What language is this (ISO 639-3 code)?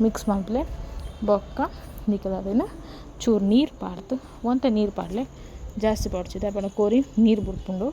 tcy